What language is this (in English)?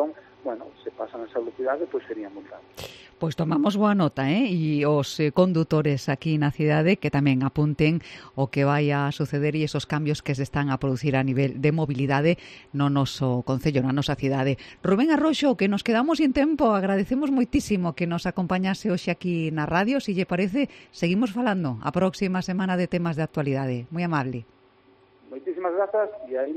Galician